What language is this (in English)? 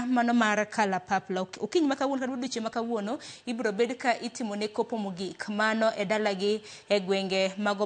Luo (Kenya and Tanzania)